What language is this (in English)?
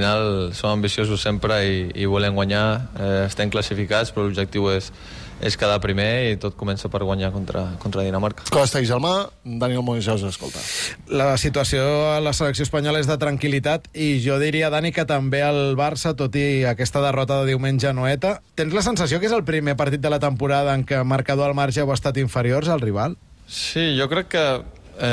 Catalan